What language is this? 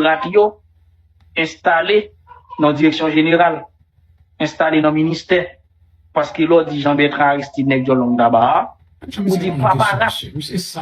Haitian Creole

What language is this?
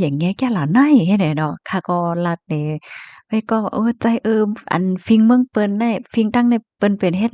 Shan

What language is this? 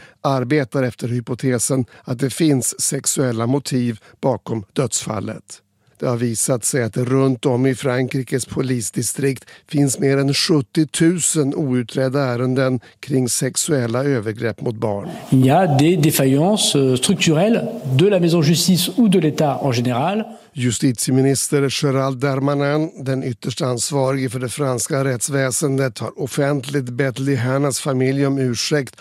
Swedish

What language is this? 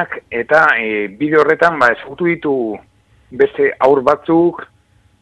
Basque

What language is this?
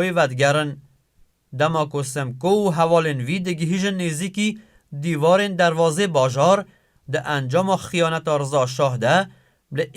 Kurdish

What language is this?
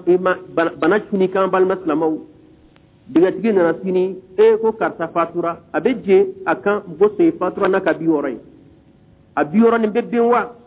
Bambara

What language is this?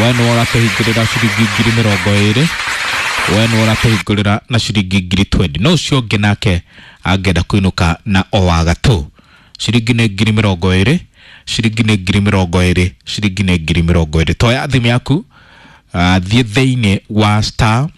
Kikuyu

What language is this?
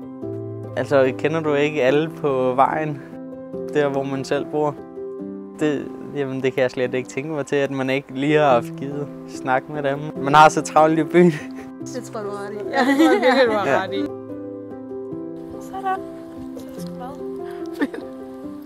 Danish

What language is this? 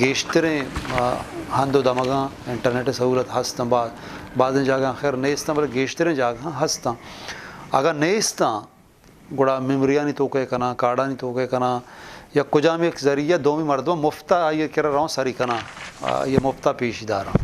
Eastern Balochi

